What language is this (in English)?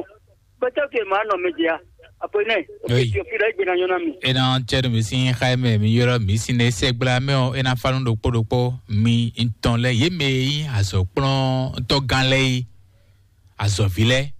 Fon